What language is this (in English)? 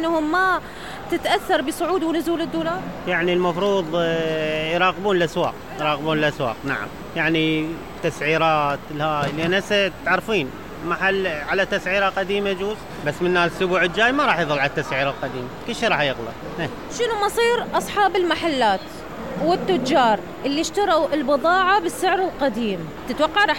Mesopotamian Arabic